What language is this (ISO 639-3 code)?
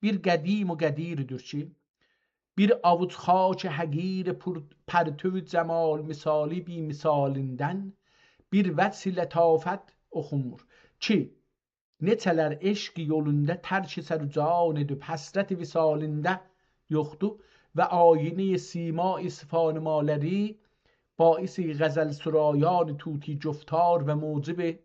azb